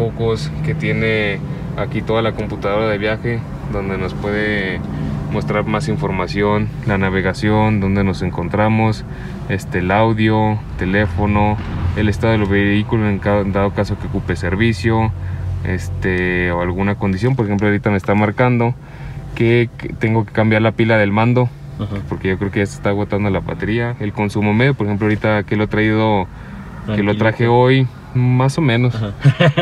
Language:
Spanish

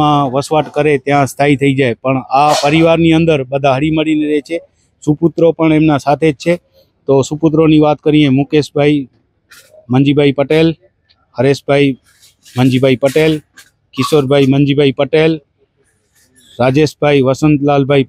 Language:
Gujarati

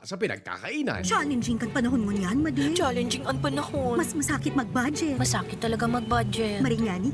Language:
Bikol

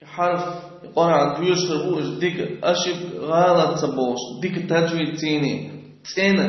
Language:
Chechen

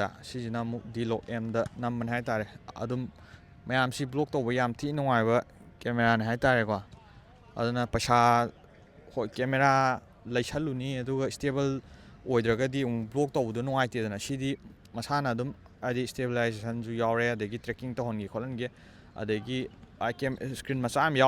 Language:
Manipuri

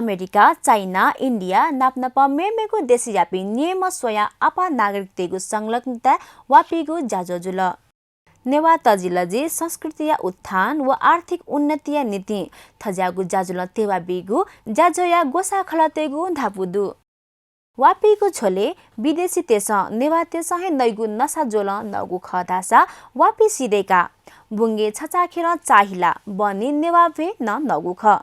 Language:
Newari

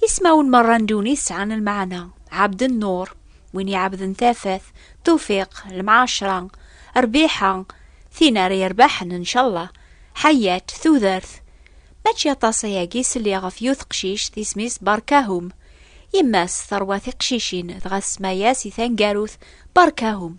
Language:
Kabyle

